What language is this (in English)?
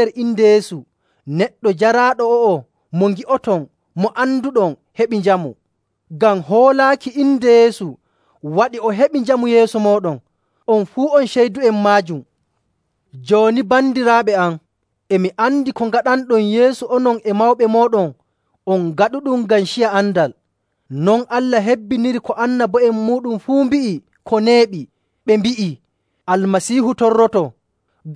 Nigerian Fulfulde